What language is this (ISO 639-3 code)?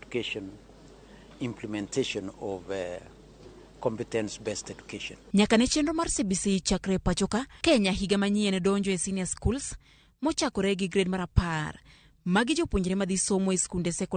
luo